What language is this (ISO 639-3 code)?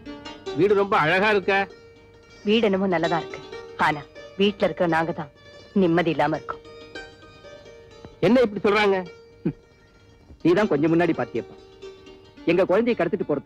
tam